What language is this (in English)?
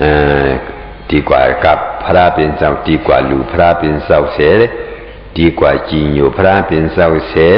Shan